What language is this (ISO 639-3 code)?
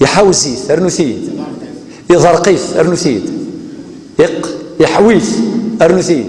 kab